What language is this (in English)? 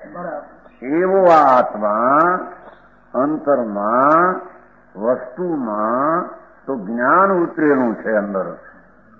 Gujarati